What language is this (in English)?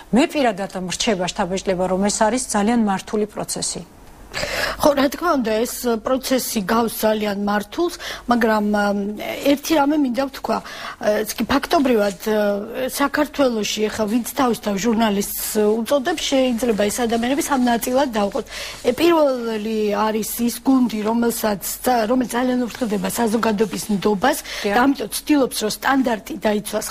Georgian